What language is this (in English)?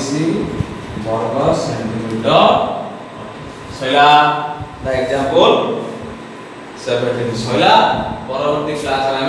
Odia